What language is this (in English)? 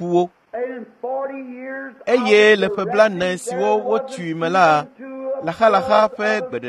Ewe